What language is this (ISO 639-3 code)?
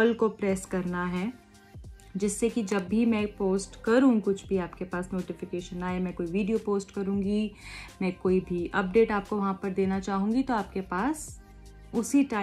hin